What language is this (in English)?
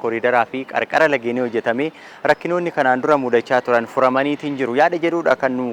Oromo